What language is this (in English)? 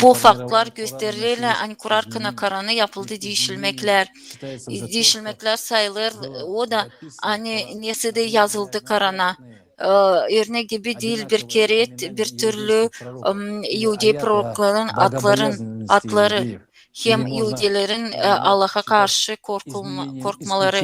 Gagauz